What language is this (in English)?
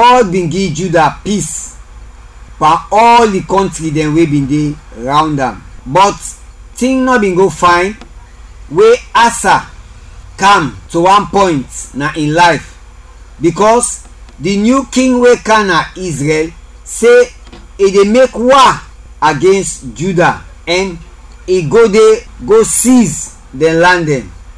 Krio